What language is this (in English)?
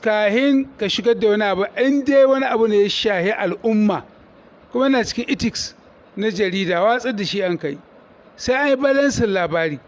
Hausa